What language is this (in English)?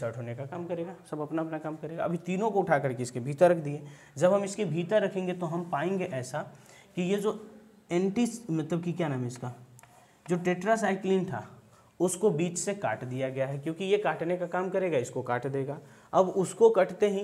Hindi